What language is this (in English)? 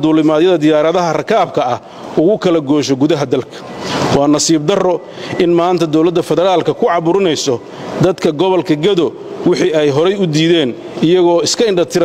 Somali